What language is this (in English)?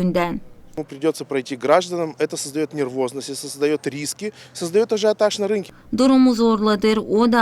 Gagauz